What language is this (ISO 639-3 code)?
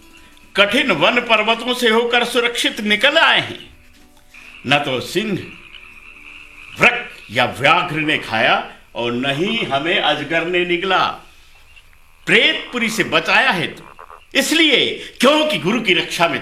hin